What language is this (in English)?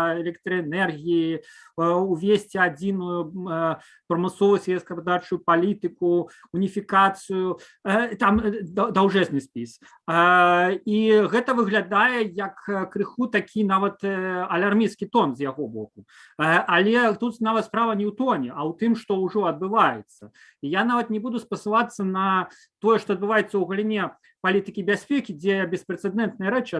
Belarusian